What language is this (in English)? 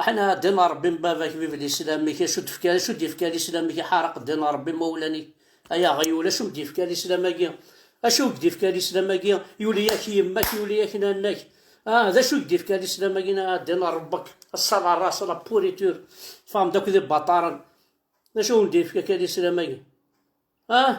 Kabyle